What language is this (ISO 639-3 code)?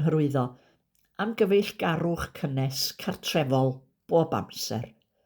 cym